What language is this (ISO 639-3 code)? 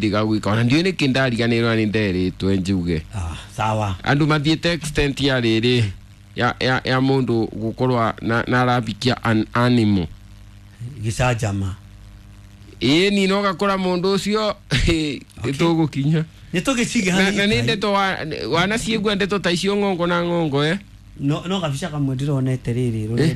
kik